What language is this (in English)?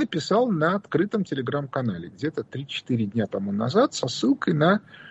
Russian